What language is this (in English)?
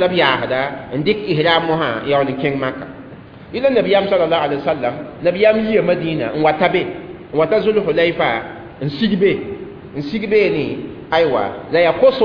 Mossi